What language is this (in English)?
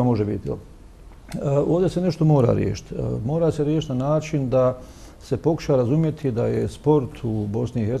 Bosnian